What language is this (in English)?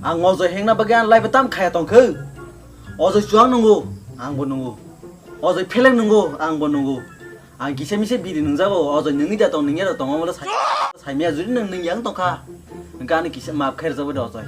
Kok Borok